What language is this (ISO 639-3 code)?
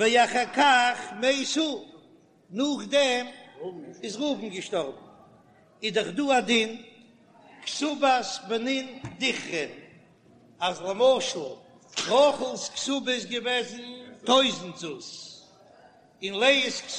yid